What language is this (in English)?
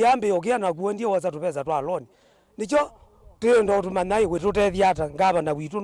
Kamba